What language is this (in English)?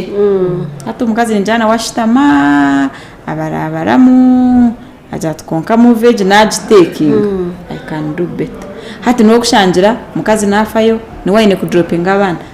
Nyankole